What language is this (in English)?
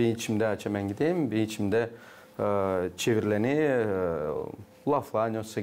Gagauz